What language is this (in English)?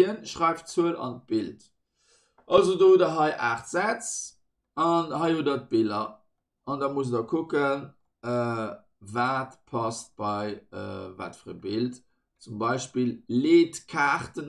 Luxembourgish